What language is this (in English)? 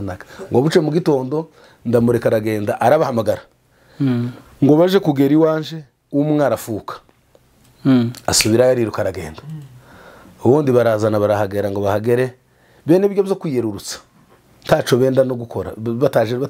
Kinyarwanda